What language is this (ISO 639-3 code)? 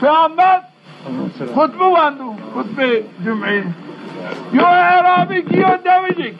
zza